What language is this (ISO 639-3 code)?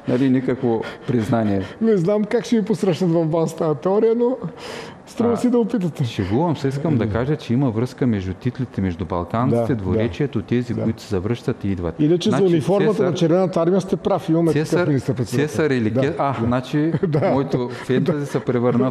bul